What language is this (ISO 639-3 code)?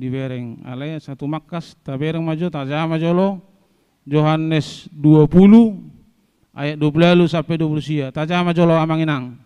bbc